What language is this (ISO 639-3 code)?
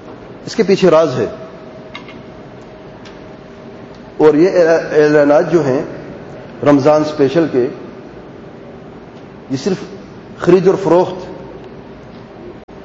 urd